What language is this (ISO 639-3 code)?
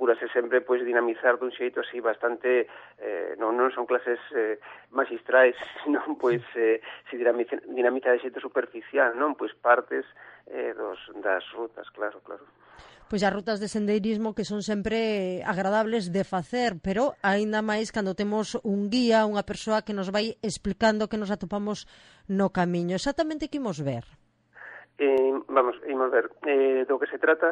glg